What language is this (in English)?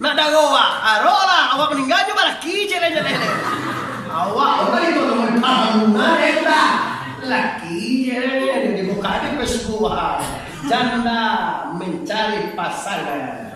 Minangkabau